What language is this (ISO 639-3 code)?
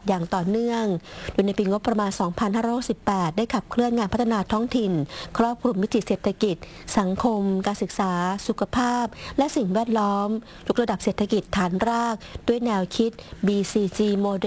tha